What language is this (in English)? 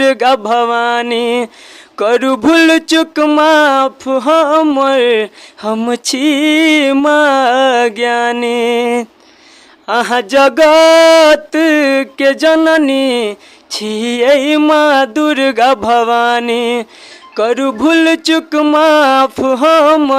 Maithili